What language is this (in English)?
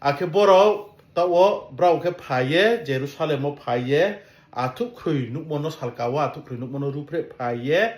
Riang (India)